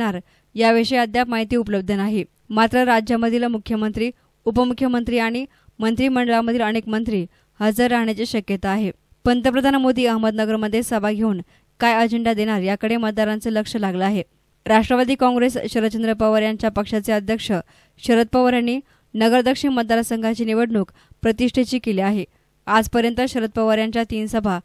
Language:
Marathi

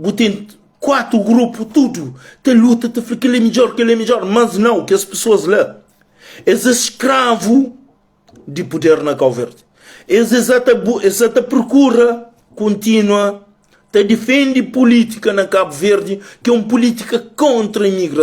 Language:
Kabuverdianu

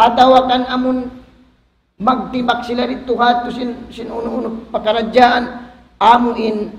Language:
Tausug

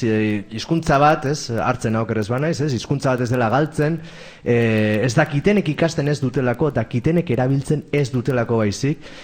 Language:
Basque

